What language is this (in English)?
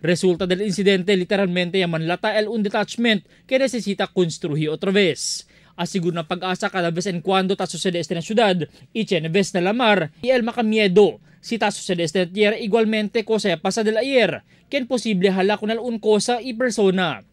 Chavacano